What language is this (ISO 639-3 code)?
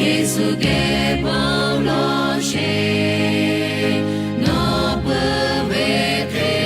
lhu